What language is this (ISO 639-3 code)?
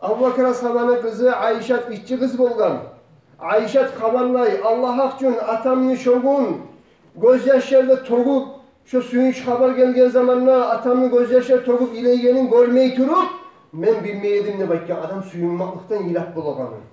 kum